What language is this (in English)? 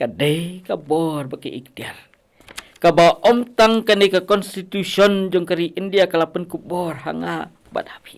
Khasi